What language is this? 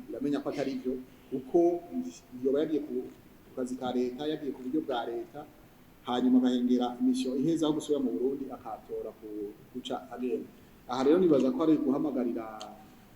Rundi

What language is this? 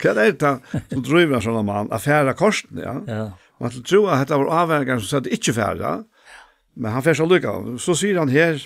Faroese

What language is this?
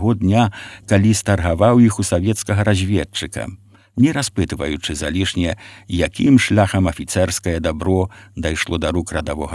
Belarusian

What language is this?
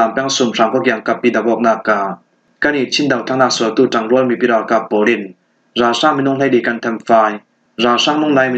Falam Chin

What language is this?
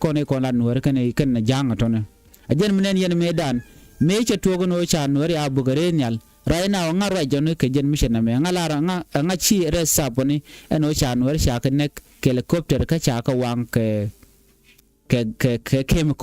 Nuer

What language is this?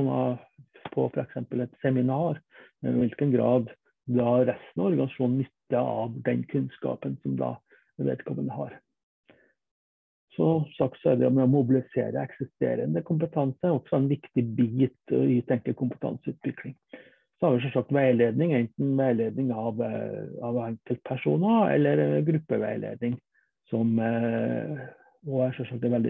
Norwegian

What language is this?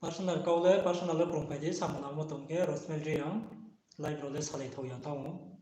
Riang (India)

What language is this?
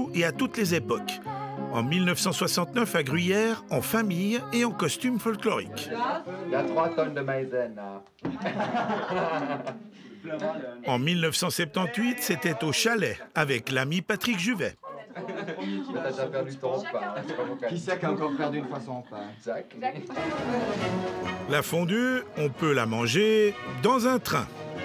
French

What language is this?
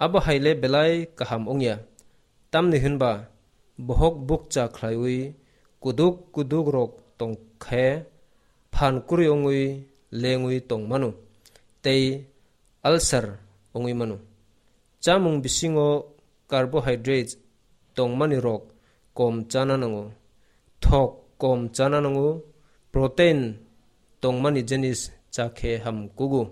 Kok Borok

